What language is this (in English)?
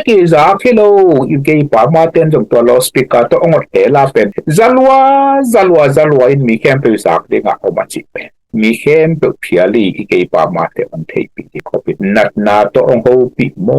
Tedim Chin